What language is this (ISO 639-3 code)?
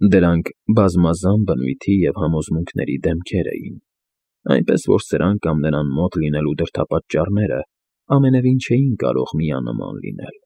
hye